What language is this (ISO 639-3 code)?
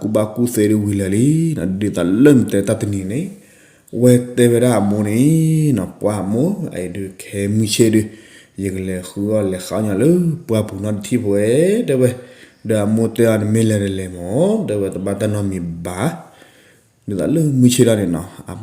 ksw